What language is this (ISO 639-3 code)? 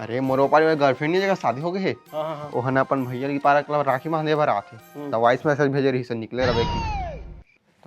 hne